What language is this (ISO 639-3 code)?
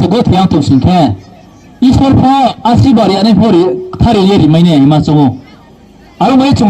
ria